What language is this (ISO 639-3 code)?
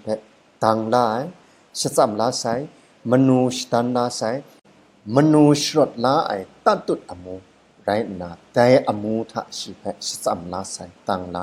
kac